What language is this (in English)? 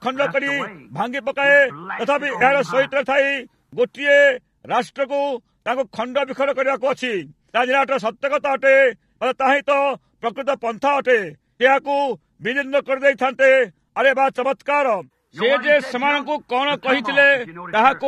Odia